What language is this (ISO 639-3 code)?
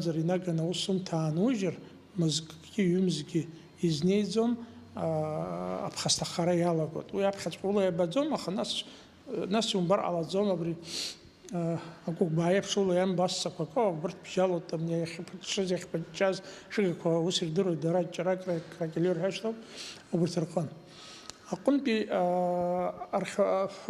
abk